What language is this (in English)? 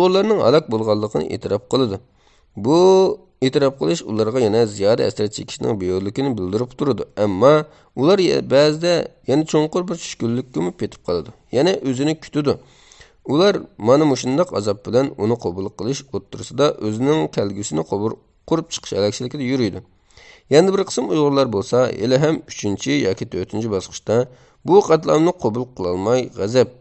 Uyghur